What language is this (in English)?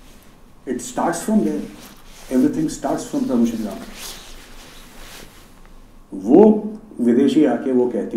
Hindi